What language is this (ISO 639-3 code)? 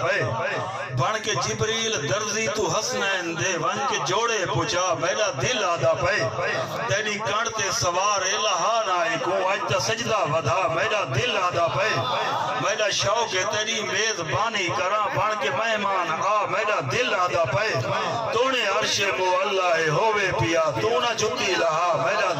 skr